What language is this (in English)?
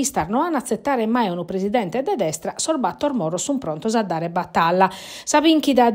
Sardinian